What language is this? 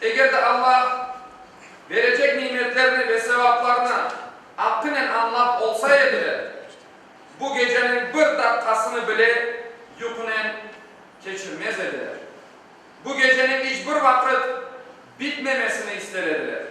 Crimean Tatar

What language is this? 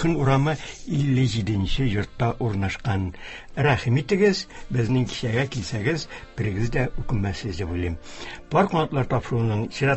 Tatar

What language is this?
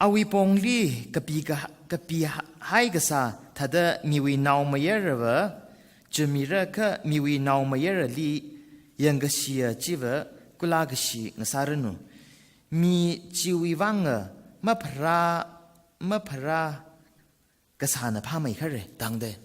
Tangkhul Naga (India)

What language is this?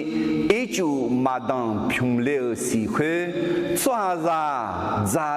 Akha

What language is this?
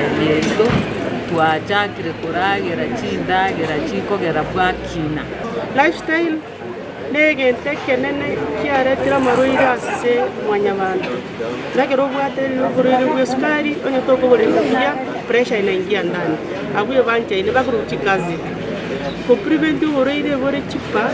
Gusii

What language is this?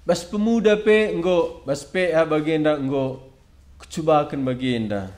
Batak Karo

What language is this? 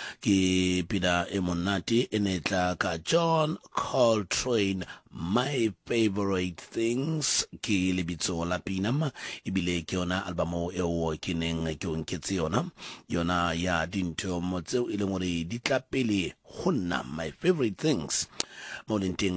Southern Sotho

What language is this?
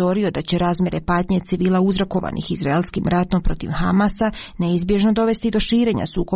Croatian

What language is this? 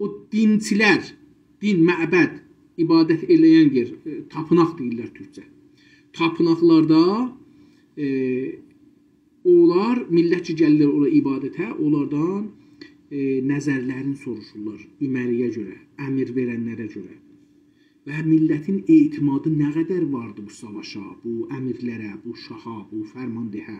South Azerbaijani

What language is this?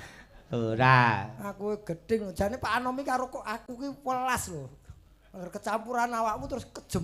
Javanese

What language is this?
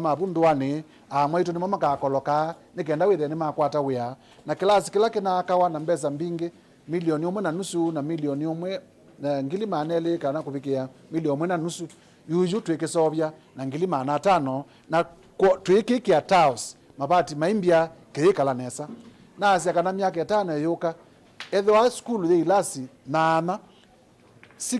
Kamba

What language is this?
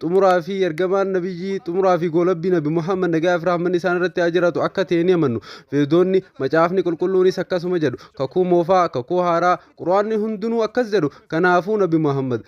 Oromo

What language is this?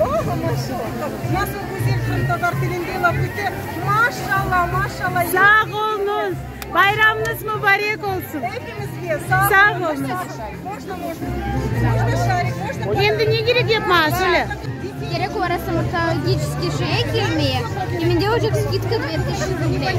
Crimean Tatar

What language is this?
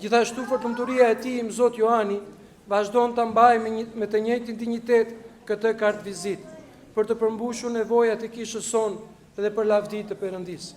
Albanian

